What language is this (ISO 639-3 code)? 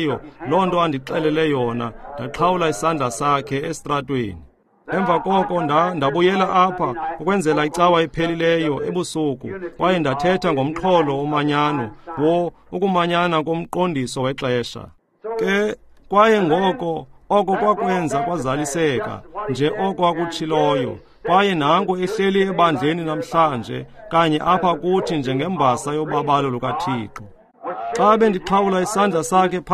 xho